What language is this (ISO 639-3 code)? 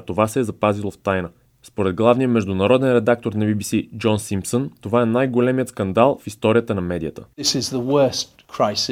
bul